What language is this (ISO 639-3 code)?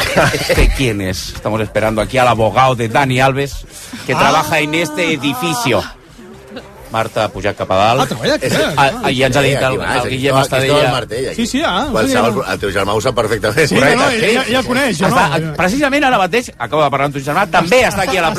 cat